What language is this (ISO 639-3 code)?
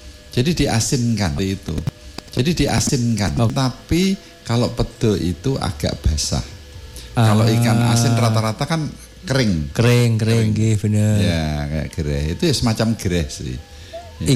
ind